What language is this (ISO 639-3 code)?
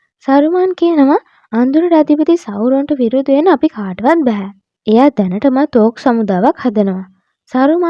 sin